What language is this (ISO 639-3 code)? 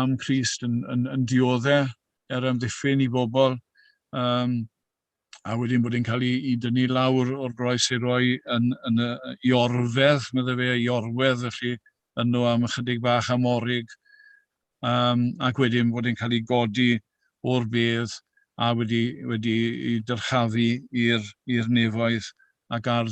cym